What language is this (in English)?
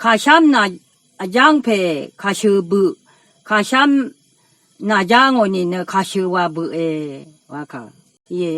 Rawang